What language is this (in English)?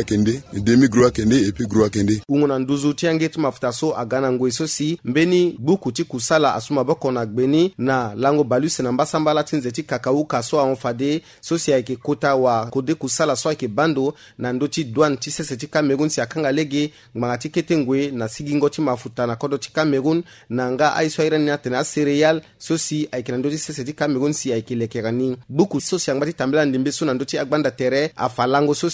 Sango